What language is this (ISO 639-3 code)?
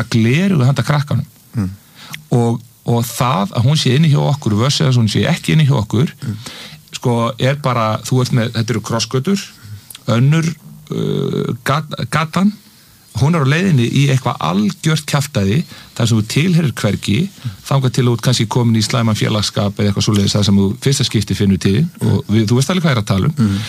isl